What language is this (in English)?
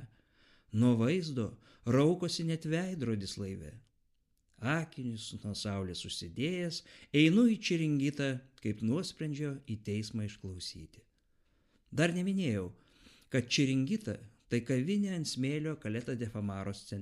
Lithuanian